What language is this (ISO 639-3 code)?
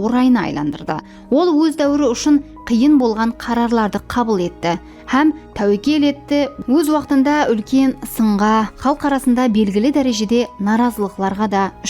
kaa